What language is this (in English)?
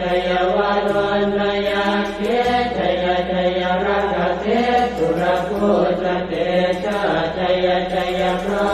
Pali